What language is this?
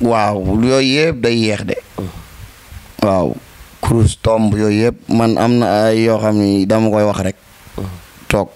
Wolof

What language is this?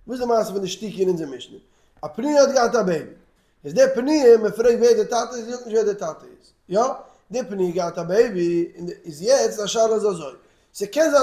Yiddish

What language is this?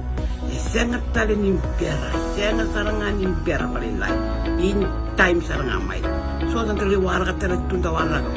Fijian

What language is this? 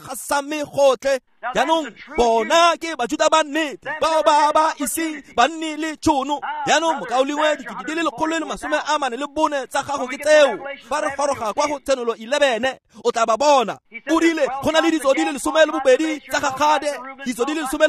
Tswana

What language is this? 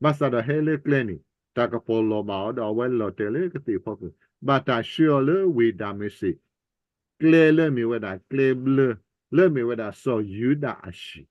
S'gaw Karen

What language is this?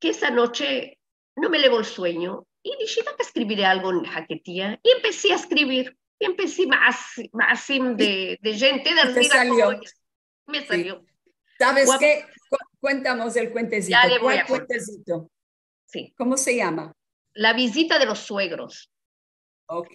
Ladino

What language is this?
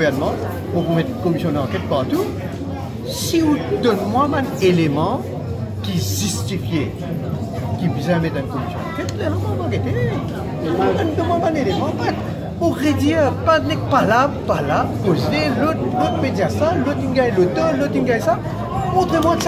Morisyen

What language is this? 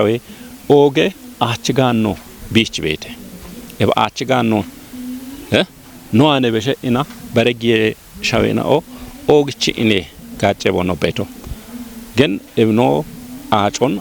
Kafa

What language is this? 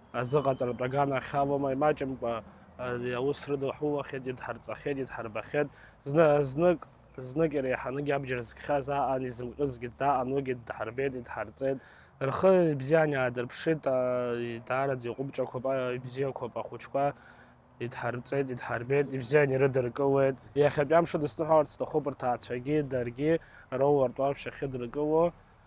Abkhazian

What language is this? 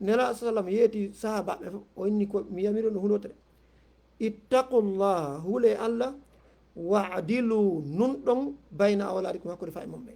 Fula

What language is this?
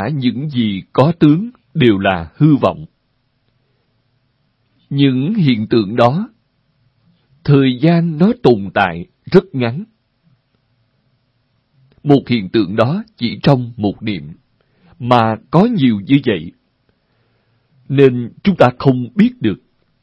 Vietnamese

